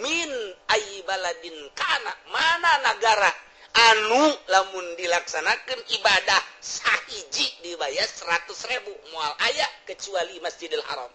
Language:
Sundanese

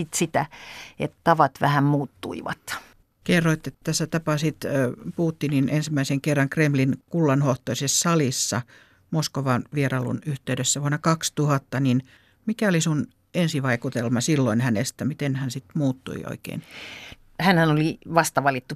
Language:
Finnish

